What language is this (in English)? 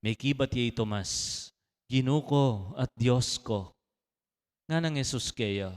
Pampanga